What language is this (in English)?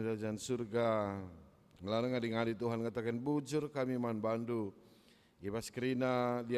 Batak Karo